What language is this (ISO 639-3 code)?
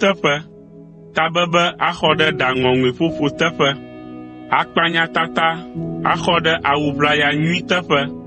ewe